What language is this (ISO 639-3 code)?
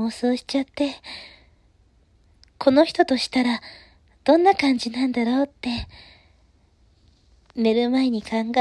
jpn